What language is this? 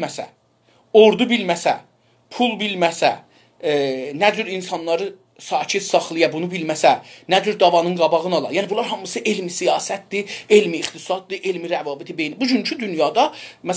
South Azerbaijani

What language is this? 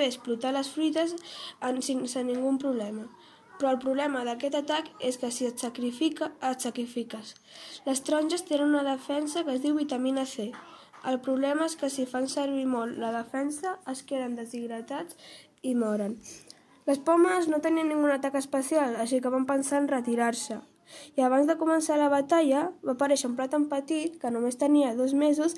Catalan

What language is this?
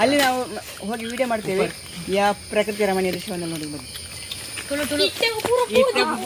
Tulu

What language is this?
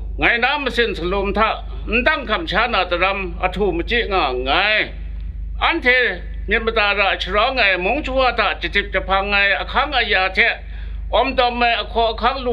Kachin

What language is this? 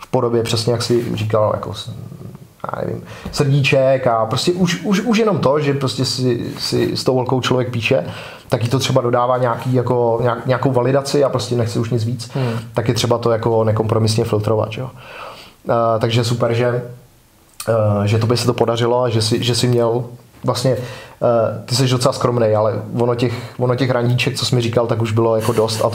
Czech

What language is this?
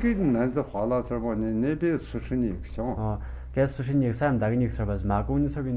Tu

